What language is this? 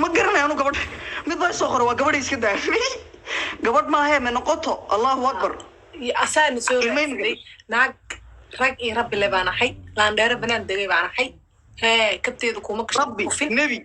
Somali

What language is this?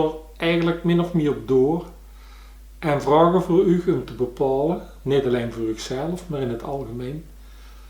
Limburgish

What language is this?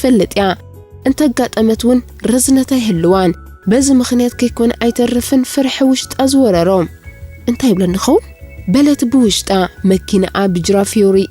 Tigrinya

